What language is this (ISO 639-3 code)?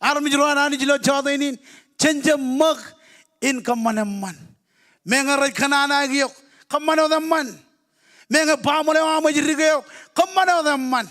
mah